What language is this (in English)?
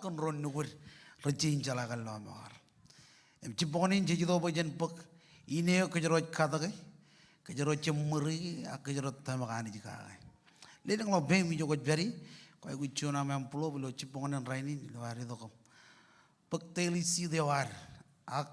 Marshallese